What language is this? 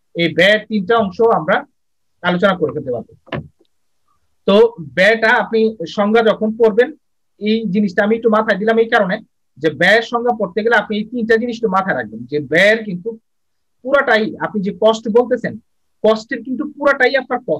Bangla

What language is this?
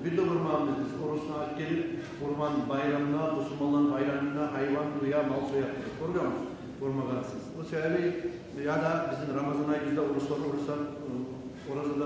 Kumyk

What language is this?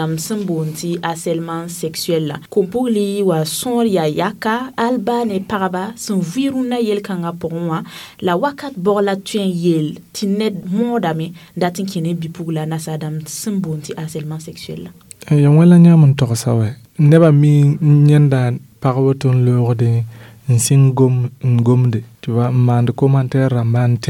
Mossi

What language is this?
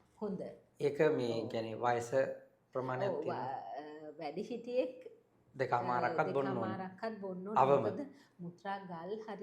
Sinhala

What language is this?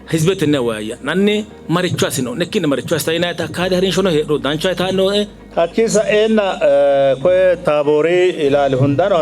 Sidamo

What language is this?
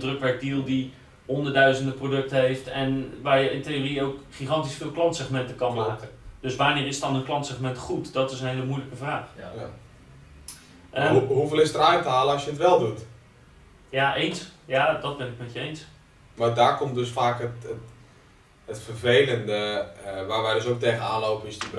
Dutch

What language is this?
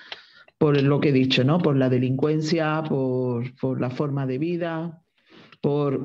Spanish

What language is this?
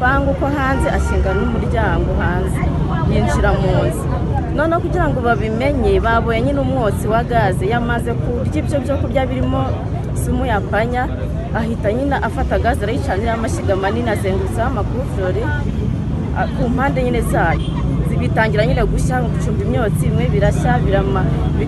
Kinyarwanda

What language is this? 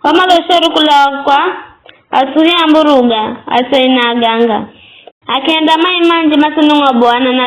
Giryama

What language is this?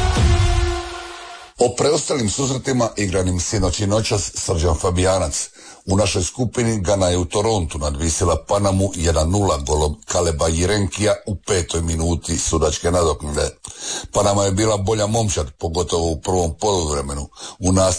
Croatian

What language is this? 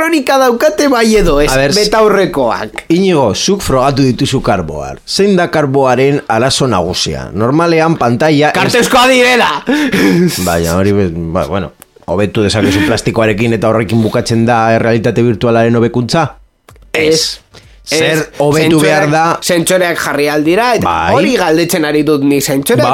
Basque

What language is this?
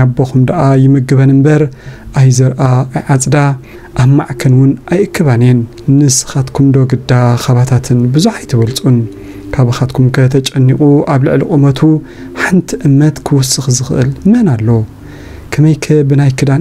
Tigrinya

